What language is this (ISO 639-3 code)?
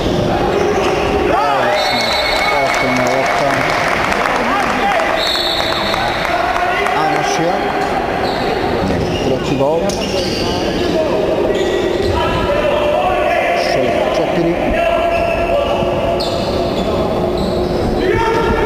srp